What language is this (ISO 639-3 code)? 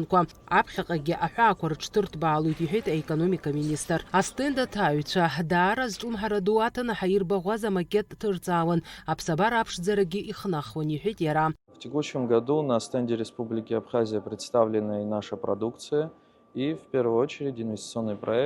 abk